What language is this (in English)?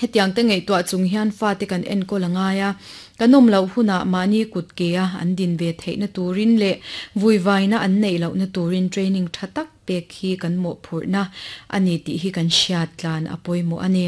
Mizo